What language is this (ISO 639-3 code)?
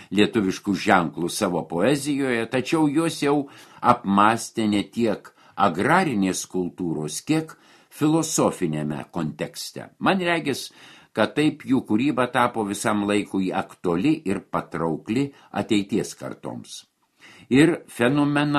lit